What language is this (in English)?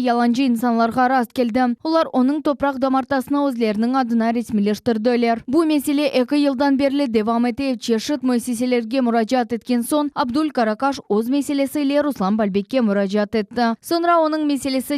Crimean Tatar